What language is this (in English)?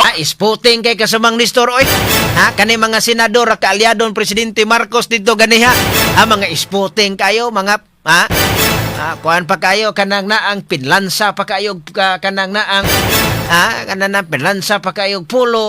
Cebuano